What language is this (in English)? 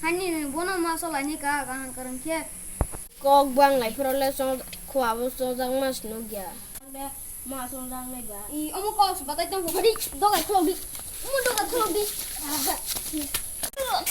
Kok Borok